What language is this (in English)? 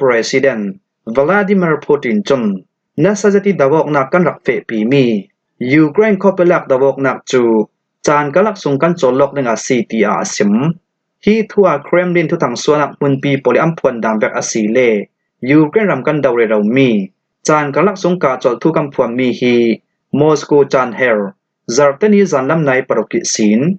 Falam Chin